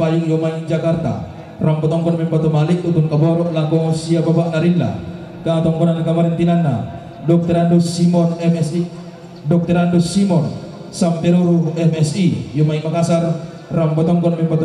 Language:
Toraja-Sa'dan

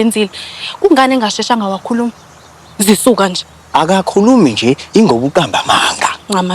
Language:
Zulu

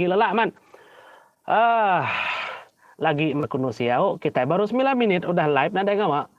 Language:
Iban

